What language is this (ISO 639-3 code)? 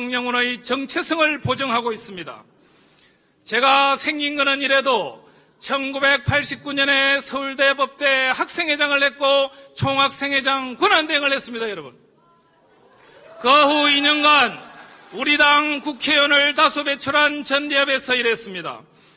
kor